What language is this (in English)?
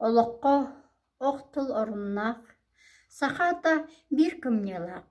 Yakut